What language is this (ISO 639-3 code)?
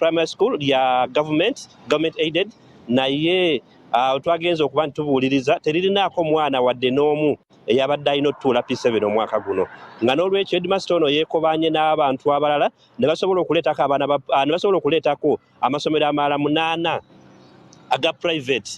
lug